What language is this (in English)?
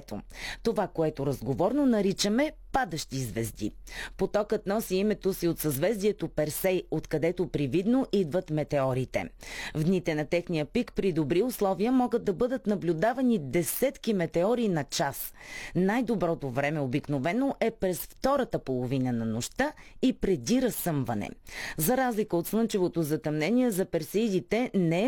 Bulgarian